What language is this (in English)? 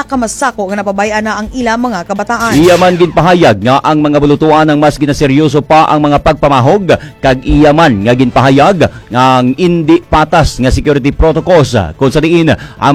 Hiligaynon